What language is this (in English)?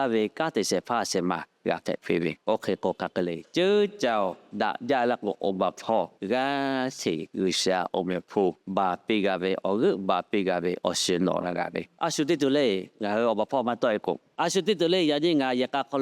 Lahu